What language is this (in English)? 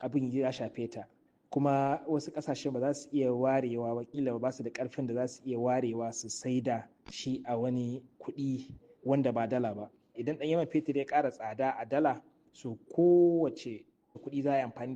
Hausa